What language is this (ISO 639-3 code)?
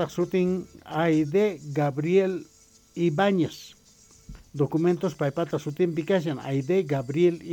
que